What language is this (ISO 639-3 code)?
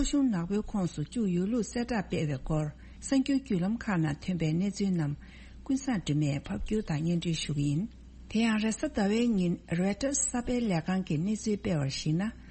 bod